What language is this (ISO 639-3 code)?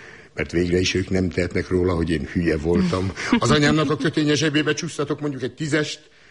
hun